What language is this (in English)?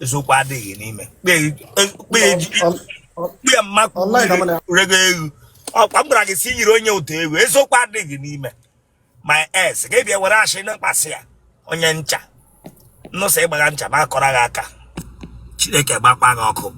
Igbo